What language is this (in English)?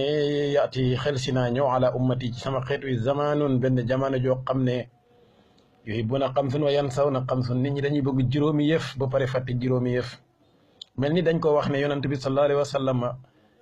Wolof